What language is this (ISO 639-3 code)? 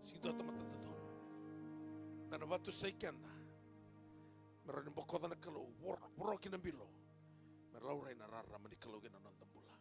fij